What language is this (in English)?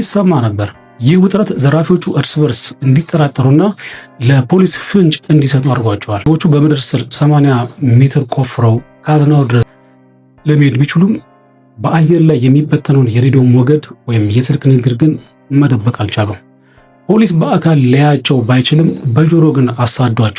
Amharic